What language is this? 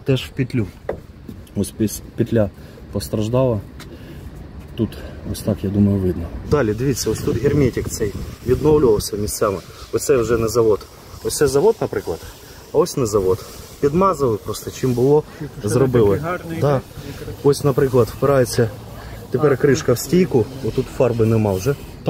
Ukrainian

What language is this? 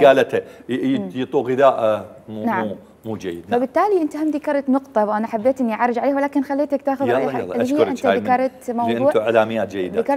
Mesopotamian Arabic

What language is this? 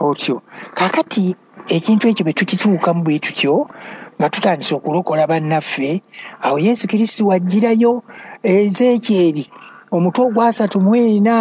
Ganda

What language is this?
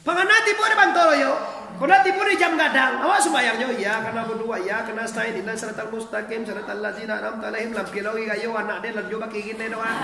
Minangkabau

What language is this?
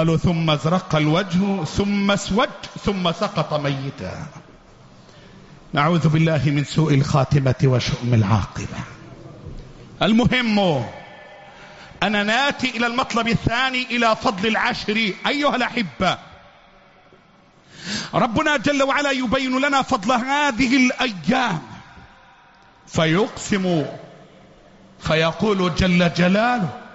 Arabic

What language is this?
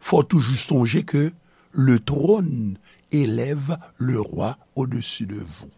Haitian Creole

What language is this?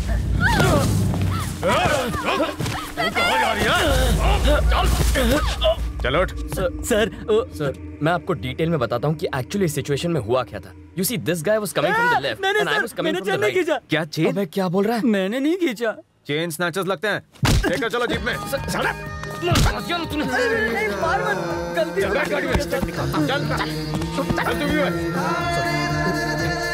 Hindi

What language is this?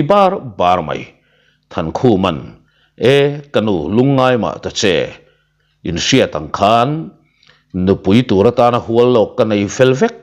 Mizo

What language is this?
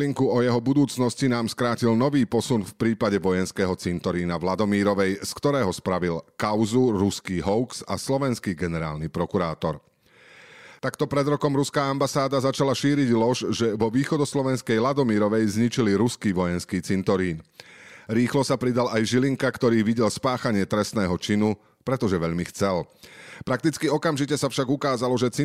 Slovak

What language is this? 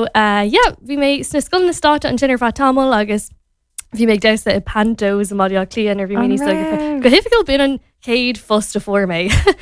Irish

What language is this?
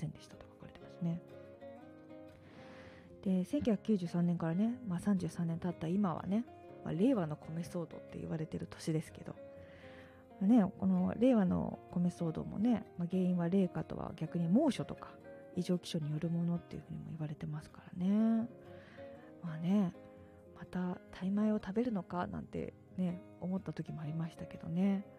Japanese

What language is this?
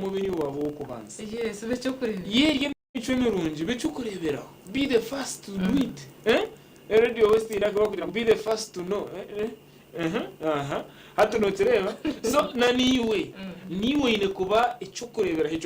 Nyankole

